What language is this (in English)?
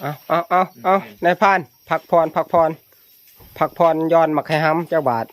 Northeastern Thai